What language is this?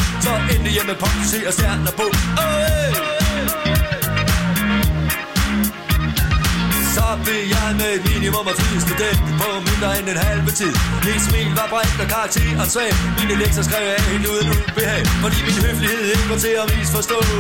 Danish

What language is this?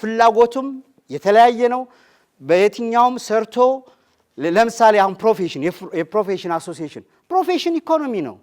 Amharic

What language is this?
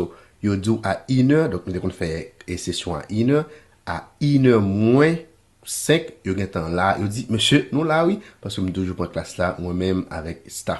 Haitian Creole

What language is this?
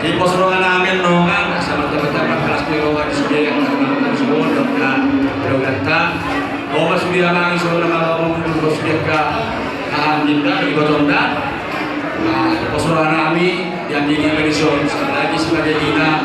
Batak Toba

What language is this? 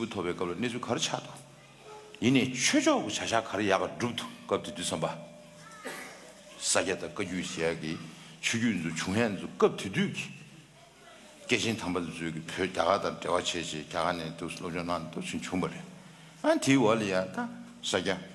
Tibetan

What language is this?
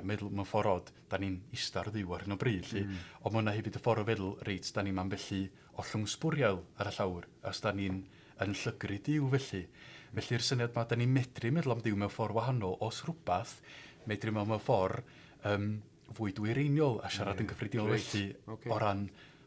Welsh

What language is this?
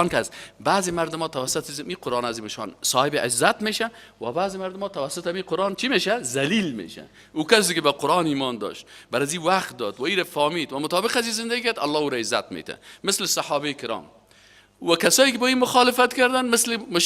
Persian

